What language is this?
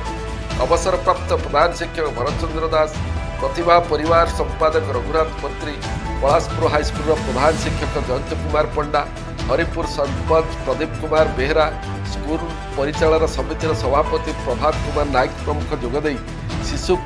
Odia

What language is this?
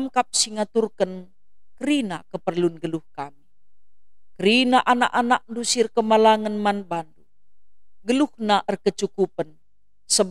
Batak Karo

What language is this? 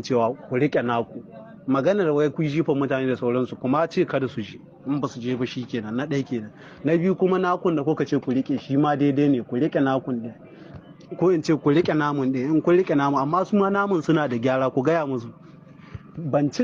Hausa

